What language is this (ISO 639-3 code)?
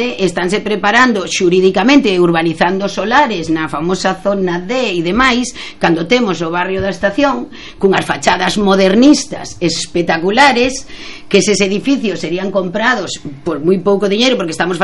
glg